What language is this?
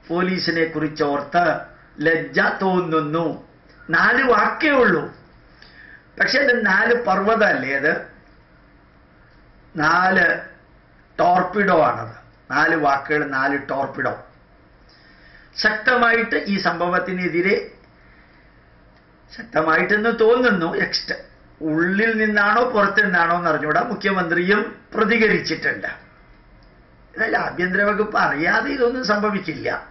Malayalam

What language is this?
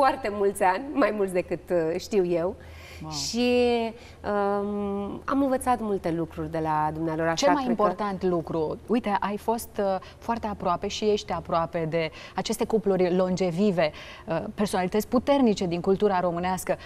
Romanian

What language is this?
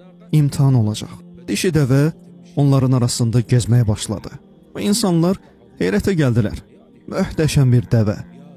Azerbaijani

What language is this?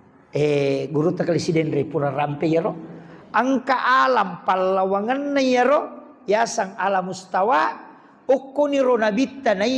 Buginese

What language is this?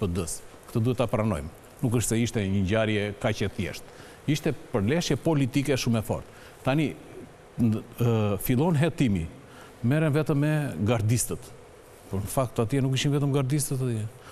Albanian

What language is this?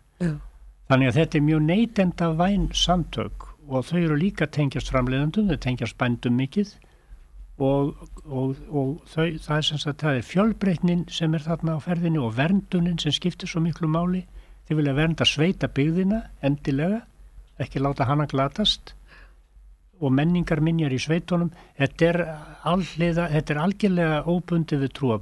Icelandic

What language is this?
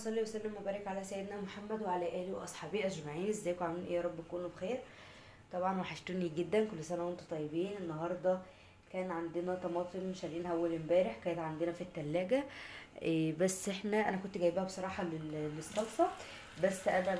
Egyptian Arabic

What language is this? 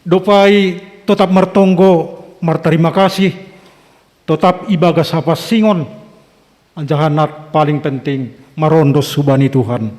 Batak Simalungun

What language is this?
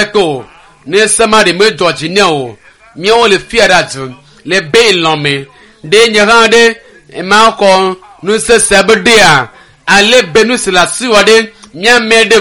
Ewe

